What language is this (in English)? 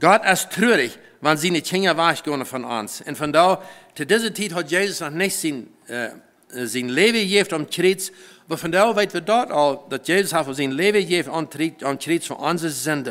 Plautdietsch